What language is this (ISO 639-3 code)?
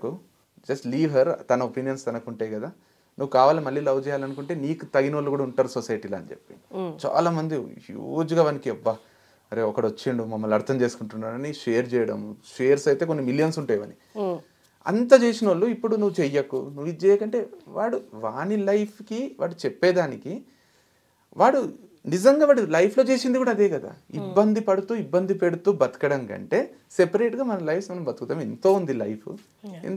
tel